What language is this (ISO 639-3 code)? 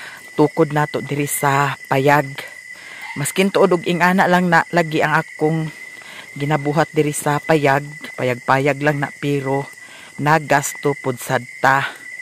ceb